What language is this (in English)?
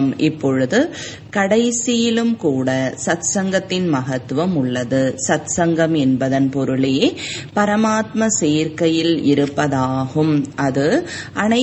Tamil